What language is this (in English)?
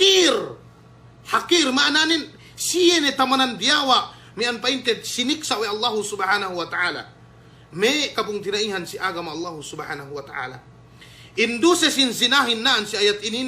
Yakan